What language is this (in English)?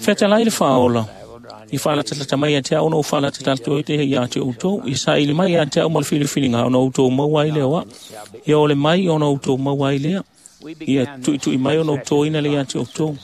Samoan